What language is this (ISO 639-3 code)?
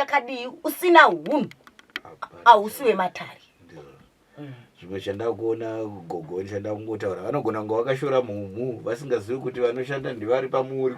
sna